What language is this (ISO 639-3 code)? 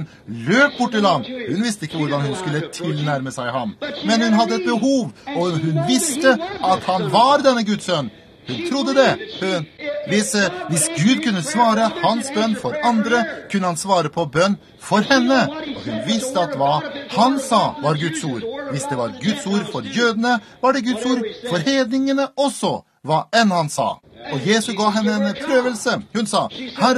nor